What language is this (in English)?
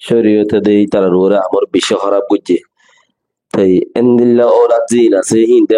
Rohingya